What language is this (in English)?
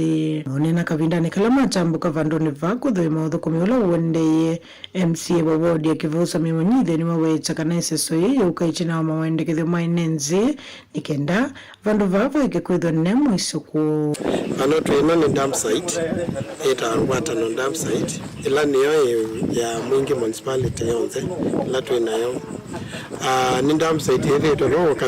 Kamba